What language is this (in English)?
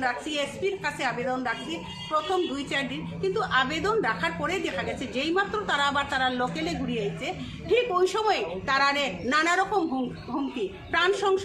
Bangla